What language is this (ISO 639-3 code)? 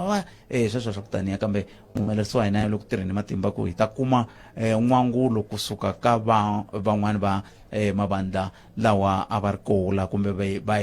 tso